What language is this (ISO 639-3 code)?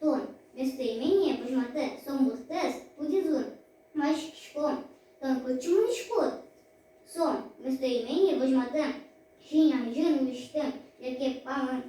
udm